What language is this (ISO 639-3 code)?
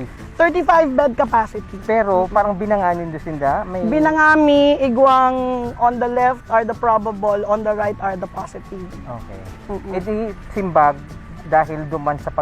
bik